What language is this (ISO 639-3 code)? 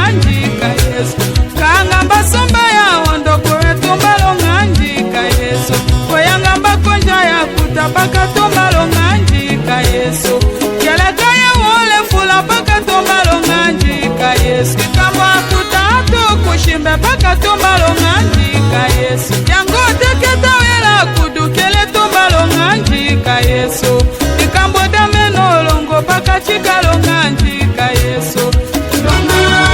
tll